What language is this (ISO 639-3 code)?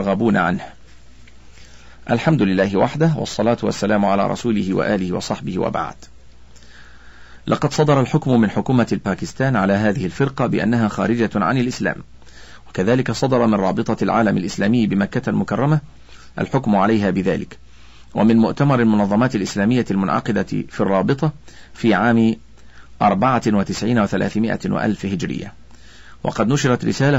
ara